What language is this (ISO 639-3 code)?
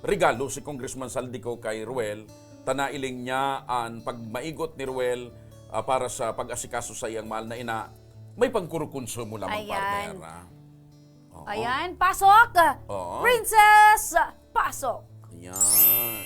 bik